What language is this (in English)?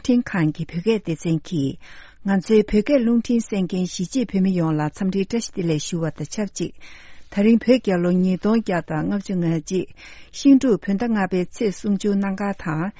Tibetan